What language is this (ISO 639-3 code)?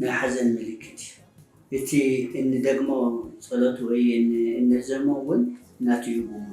tir